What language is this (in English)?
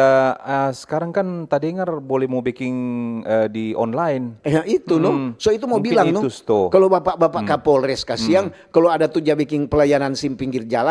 Manado Malay